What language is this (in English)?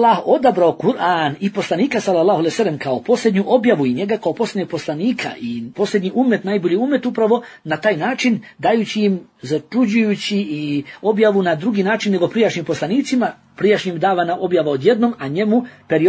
Bosnian